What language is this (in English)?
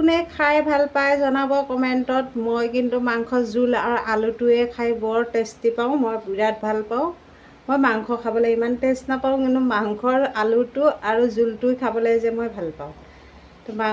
Assamese